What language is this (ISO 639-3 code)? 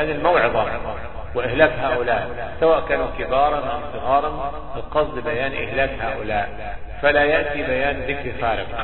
ara